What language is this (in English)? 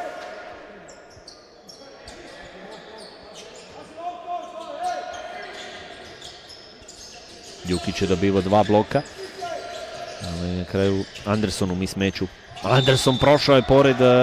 Croatian